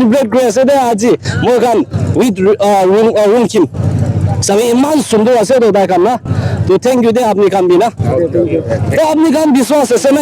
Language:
Naga Pidgin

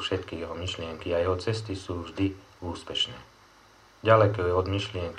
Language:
Slovak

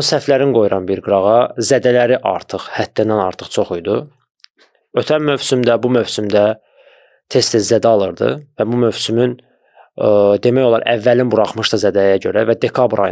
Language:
Azerbaijani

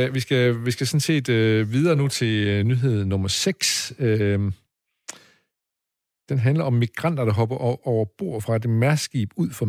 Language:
Danish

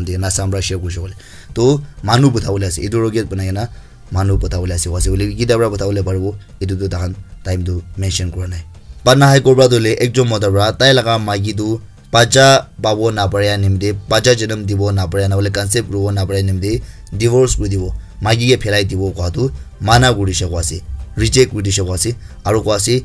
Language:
Naga Pidgin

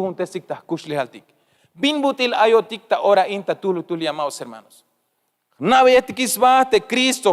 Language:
Tzeltal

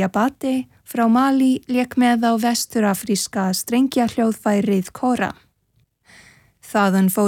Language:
Icelandic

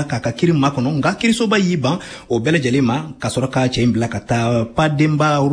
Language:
Bambara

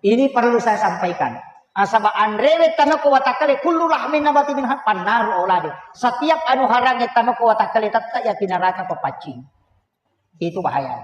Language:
Buginese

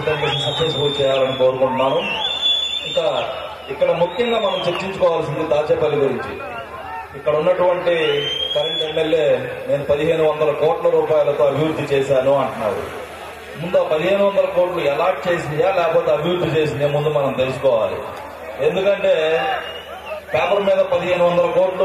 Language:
Telugu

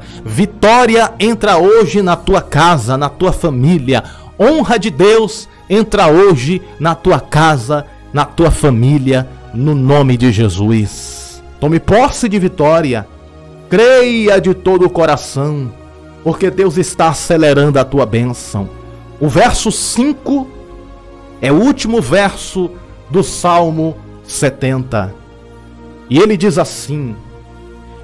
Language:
Portuguese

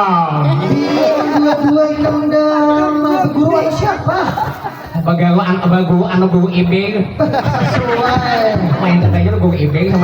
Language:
Banjar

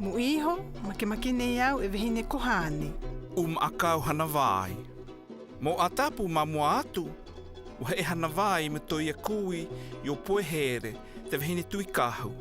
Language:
South Marquesan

